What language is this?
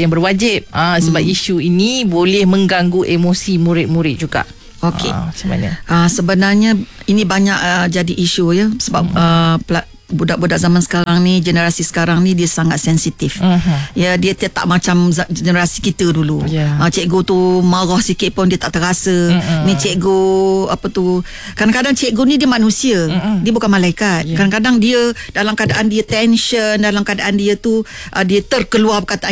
Malay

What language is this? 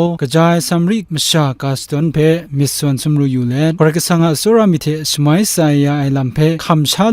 Kachin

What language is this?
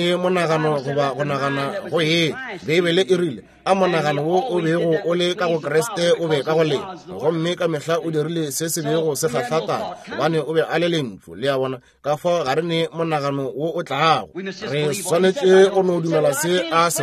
Northern Sotho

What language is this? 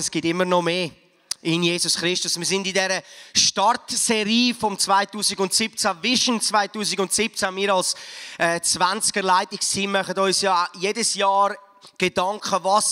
Swiss German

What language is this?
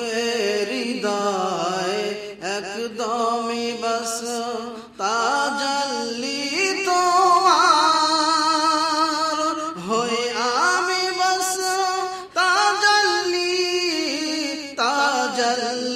Bangla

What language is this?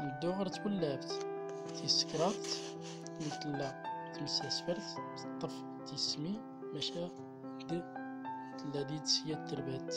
Central Atlas Tamazight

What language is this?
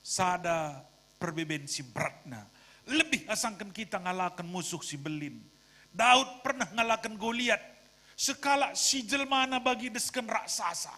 Batak Karo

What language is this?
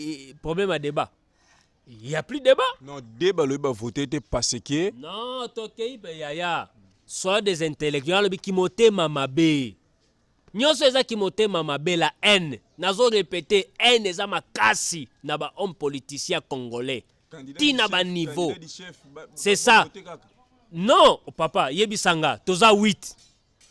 Lingala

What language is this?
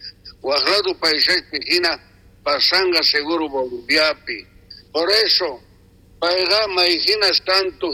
South Bolivian Quechua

